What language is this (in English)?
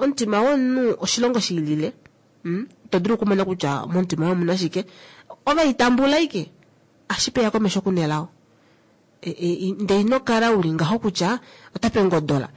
Kuanyama